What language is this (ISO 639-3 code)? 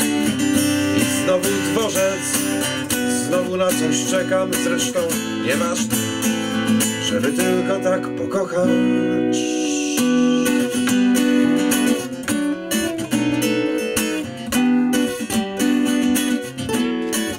pol